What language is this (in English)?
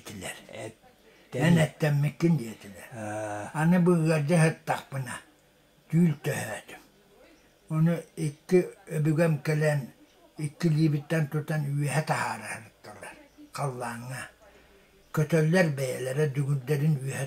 Yakut